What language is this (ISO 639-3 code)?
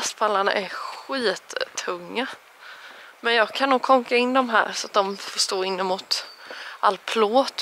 swe